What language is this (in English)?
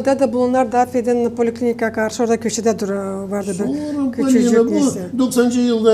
Gagauz